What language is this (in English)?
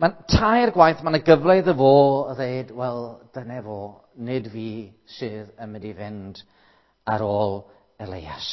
Welsh